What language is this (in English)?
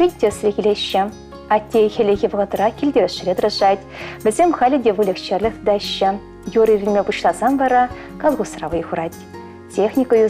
Chuvash